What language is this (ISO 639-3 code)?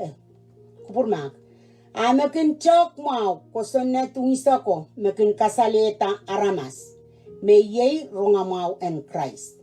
pon